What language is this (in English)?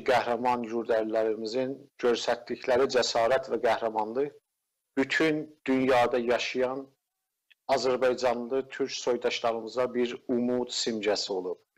South Azerbaijani